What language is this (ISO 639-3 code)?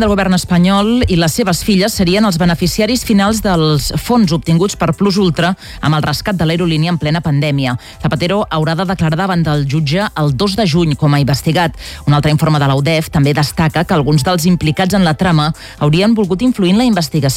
cat